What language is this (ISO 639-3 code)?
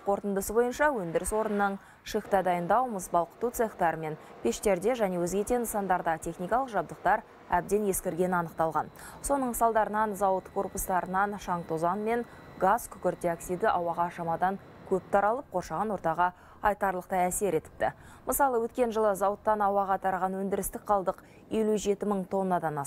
kaz